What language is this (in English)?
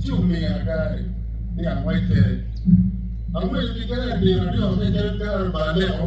Acoli